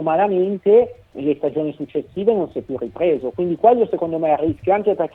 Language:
Italian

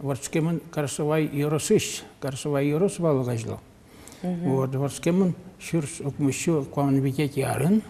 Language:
Udmurt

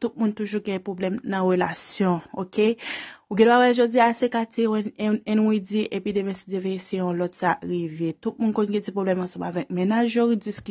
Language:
Haitian Creole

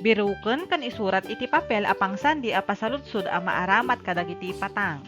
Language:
Iloko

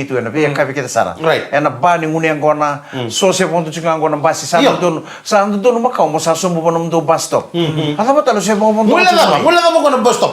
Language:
Fijian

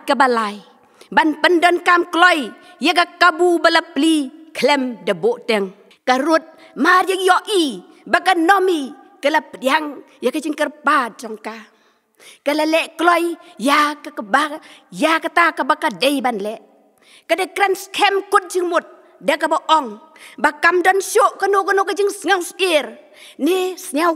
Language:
Khasi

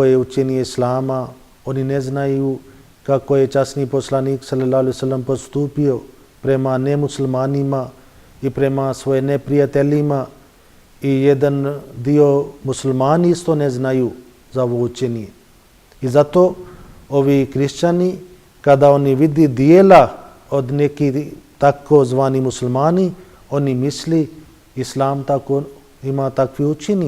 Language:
Bosnian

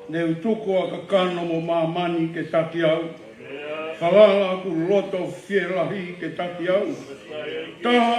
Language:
Tongan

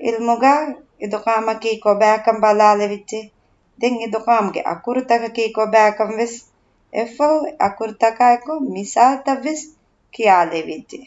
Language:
Divehi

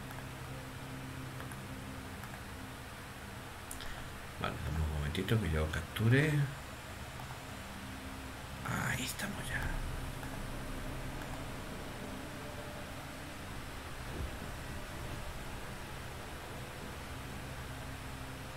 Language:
Spanish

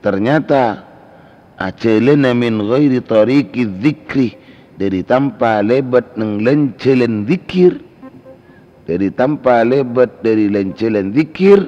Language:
Madurese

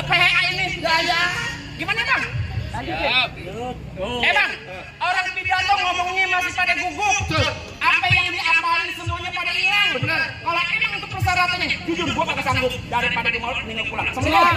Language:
Betawi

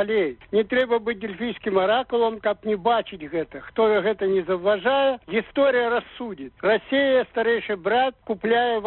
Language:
Belarusian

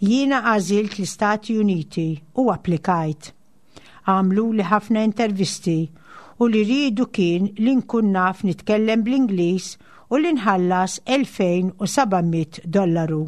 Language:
Maltese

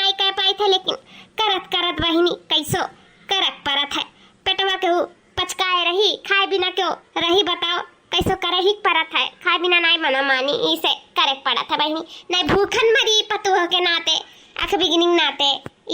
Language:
Awadhi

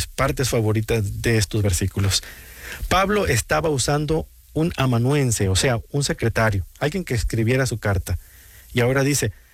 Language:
Spanish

